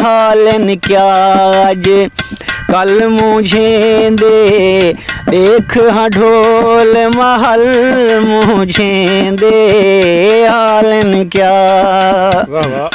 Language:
Saraiki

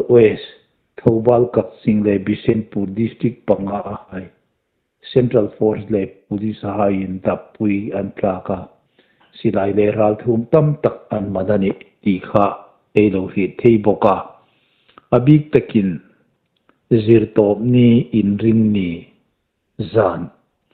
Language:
Hmar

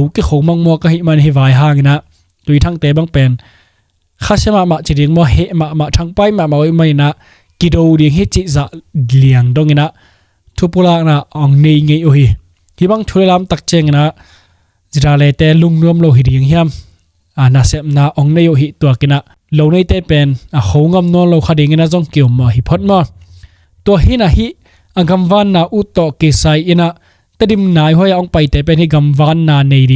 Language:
Tedim Chin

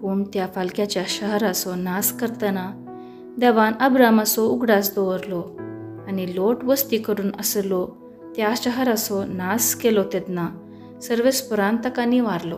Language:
Konkani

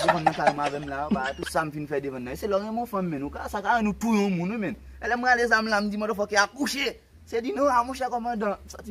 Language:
Haitian Creole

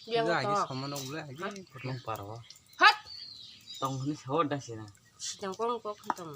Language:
Kok Borok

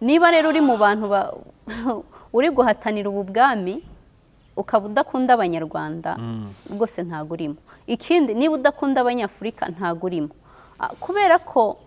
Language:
Kinyarwanda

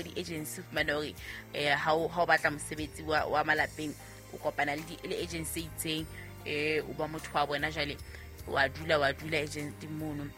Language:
Southern Sotho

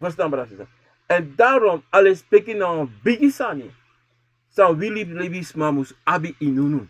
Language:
Sranan Tongo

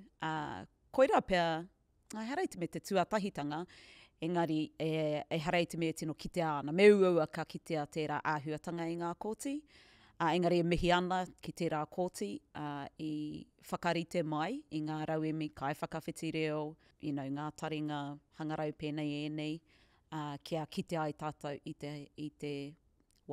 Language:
Māori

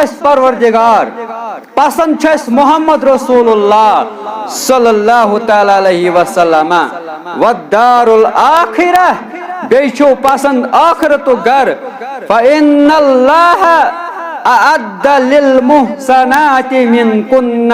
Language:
Kashmiri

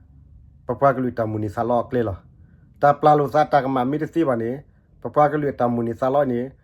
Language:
S'gaw Karen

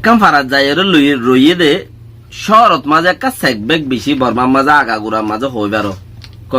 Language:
Rohingya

